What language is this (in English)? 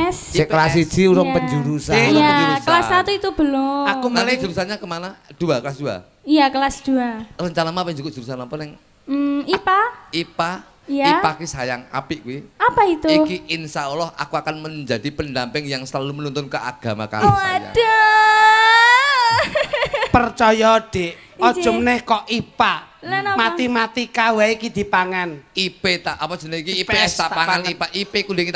Javanese